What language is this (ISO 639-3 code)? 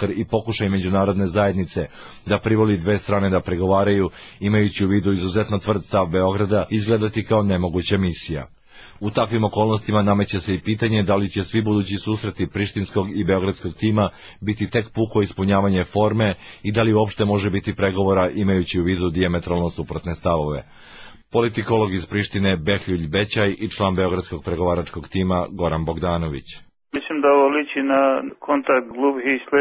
srp